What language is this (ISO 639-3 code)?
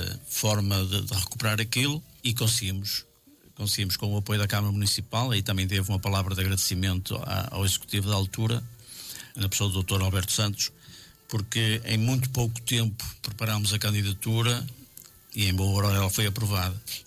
por